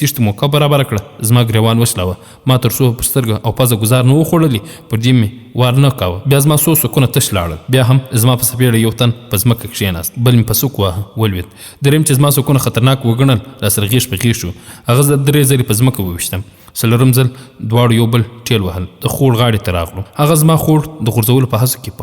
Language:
Pashto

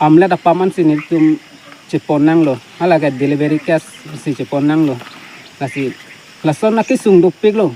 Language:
Karbi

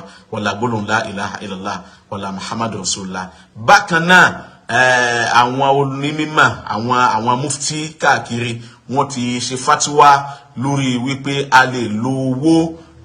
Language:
Yoruba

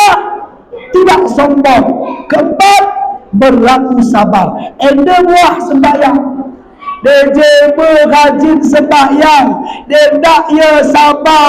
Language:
Batak Alas-Kluet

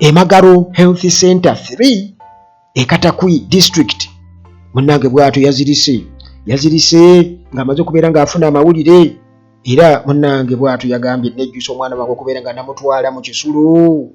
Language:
Ganda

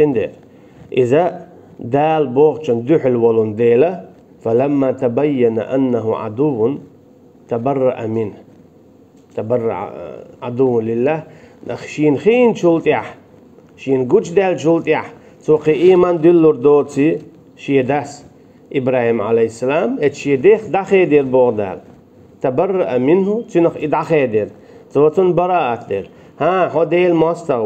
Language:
Chechen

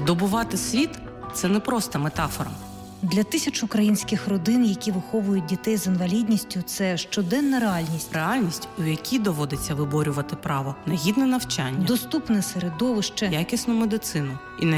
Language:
Ukrainian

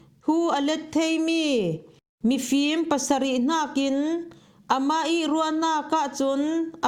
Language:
Falam Chin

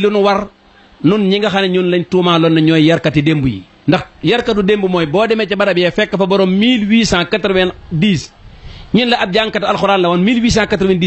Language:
Wolof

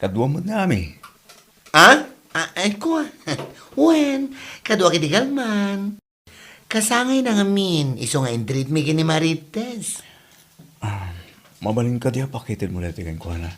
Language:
Iloko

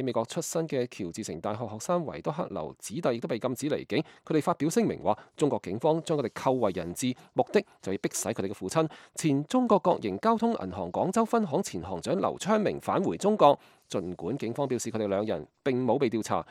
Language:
Cantonese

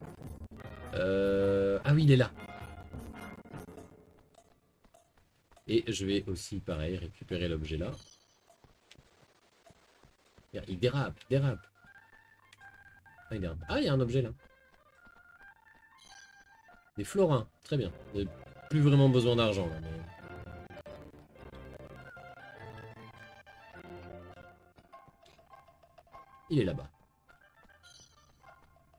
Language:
French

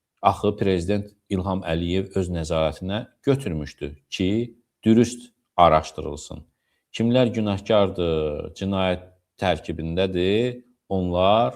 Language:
Azerbaijani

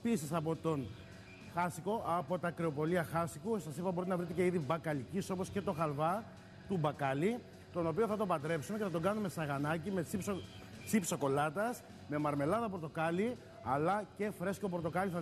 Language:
Greek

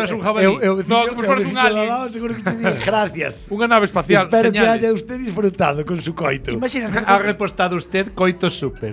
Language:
Galician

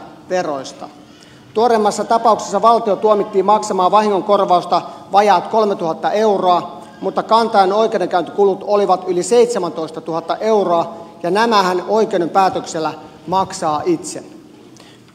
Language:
Finnish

